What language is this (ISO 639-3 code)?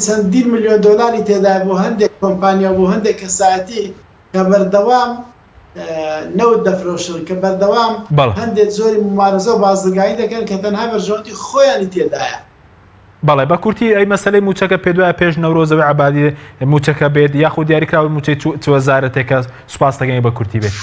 ckb